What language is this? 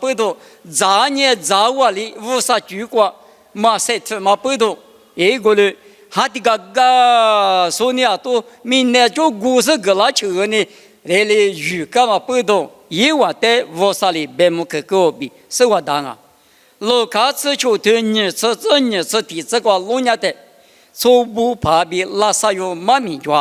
Lisu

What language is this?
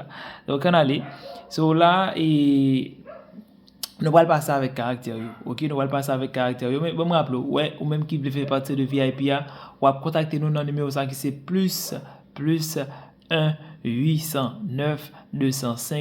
Haitian Creole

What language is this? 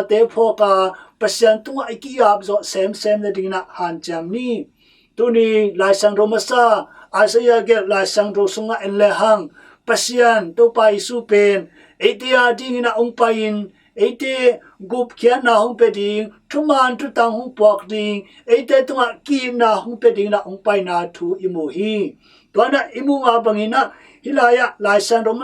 Tedim Chin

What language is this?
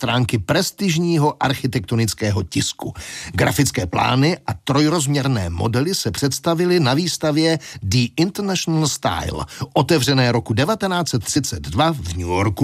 Czech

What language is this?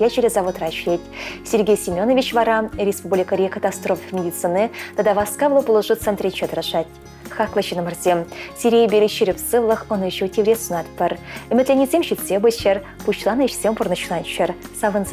Chuvash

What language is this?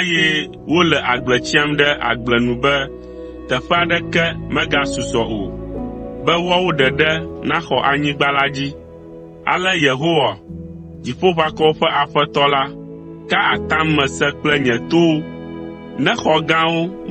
Ewe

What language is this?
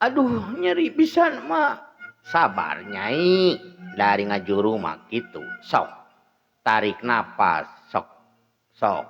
Sundanese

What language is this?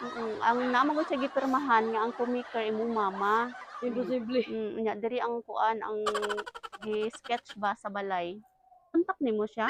Cebuano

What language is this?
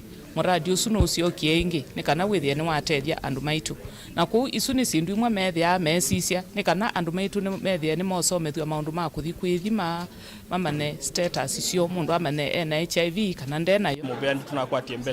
Kamba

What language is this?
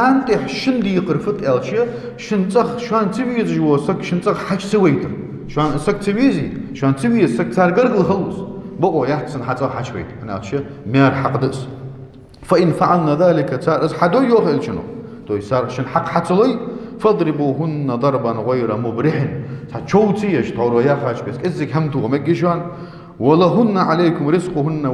Ingush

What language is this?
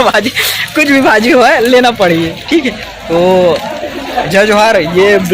Chhattisgarhi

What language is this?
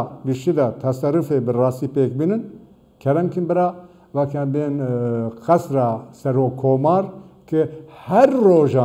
Kurdish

